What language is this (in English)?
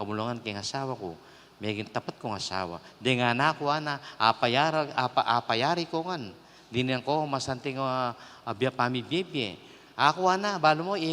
Pampanga